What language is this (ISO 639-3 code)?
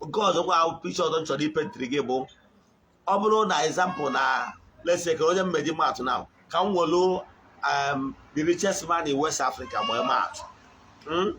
ibo